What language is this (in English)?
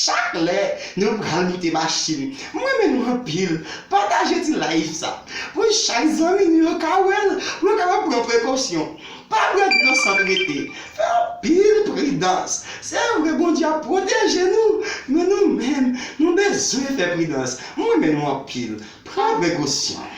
Haitian Creole